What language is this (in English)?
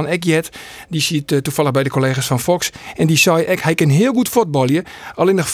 Western Frisian